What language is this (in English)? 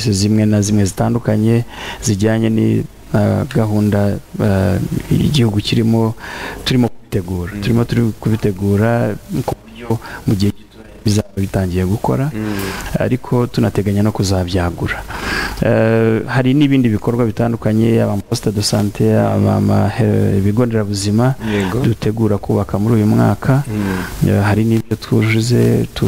Kinyarwanda